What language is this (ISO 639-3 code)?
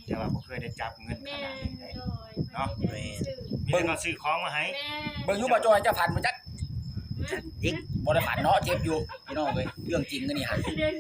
tts